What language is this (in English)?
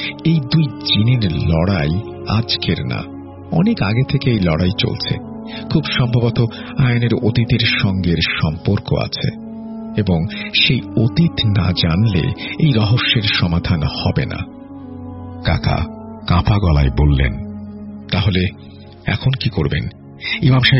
Bangla